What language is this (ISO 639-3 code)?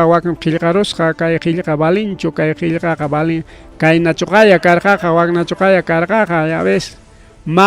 quy